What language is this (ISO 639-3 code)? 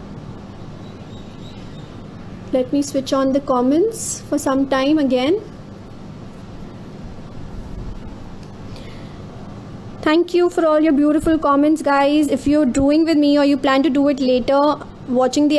eng